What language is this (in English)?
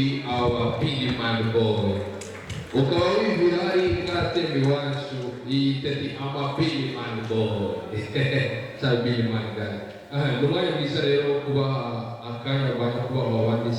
Rundi